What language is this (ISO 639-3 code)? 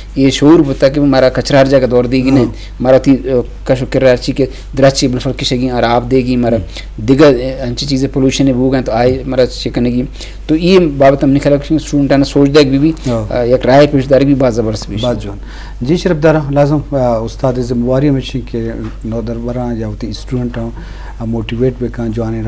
bgp